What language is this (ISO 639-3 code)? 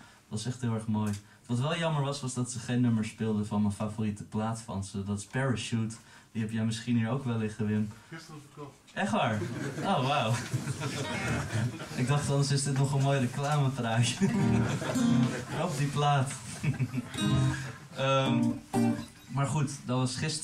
nld